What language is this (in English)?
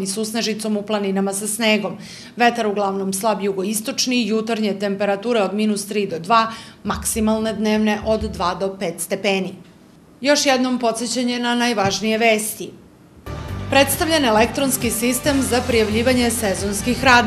Serbian